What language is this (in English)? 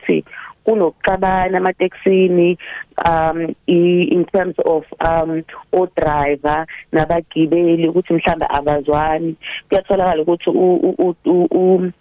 South Ndebele